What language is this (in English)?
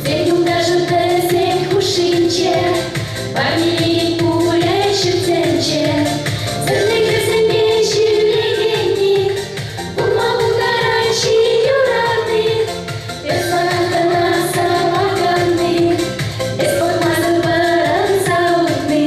Chuvash